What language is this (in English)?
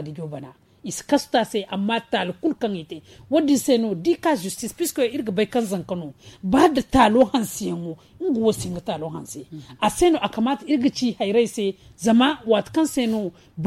Zarma